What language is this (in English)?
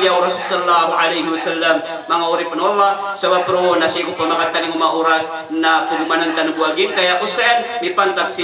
Maranao